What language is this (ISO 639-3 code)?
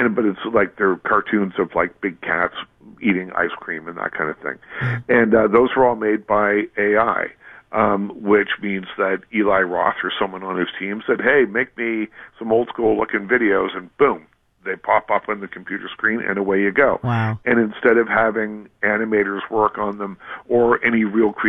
eng